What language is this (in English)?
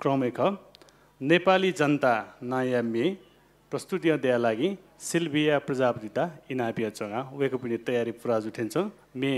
Newari